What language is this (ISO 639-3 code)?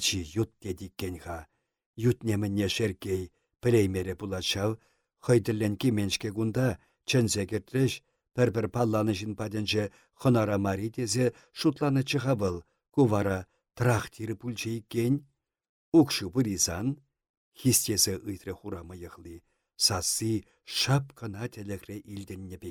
chv